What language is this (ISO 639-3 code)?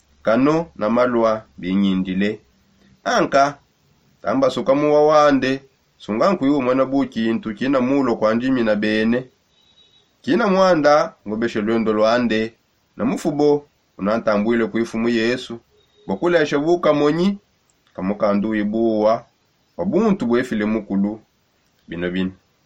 sop